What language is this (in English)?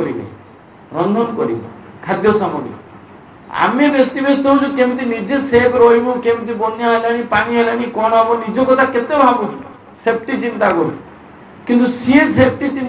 Odia